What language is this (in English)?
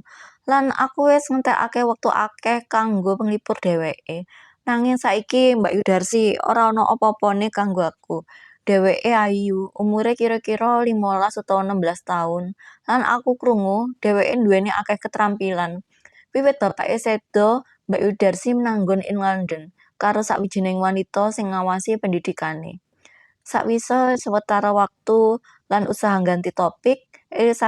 Javanese